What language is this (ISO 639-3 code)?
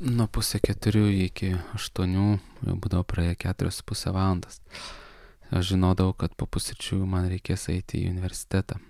lit